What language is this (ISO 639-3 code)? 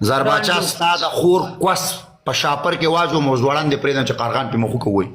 pus